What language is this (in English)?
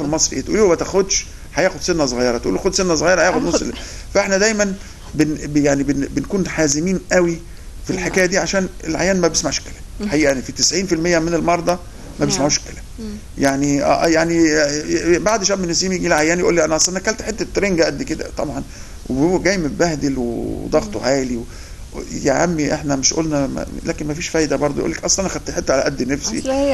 Egyptian Arabic